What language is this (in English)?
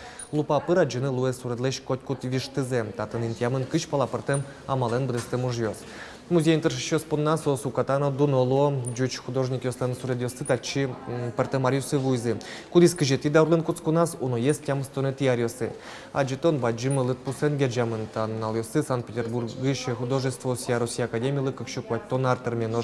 Udmurt